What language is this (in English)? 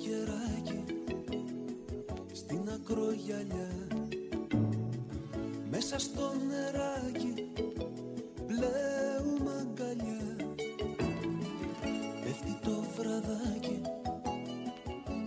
Greek